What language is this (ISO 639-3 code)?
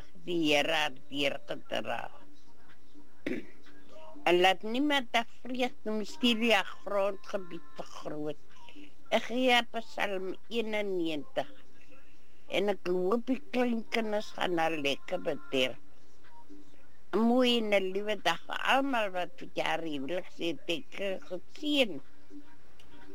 afr